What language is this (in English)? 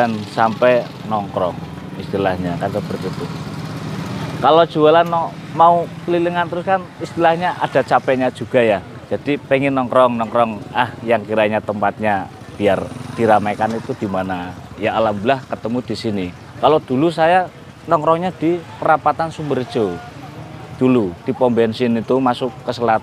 Indonesian